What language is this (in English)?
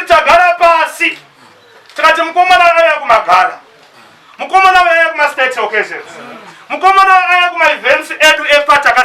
Shona